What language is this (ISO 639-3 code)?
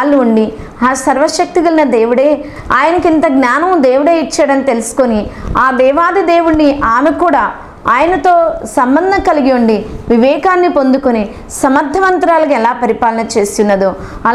tel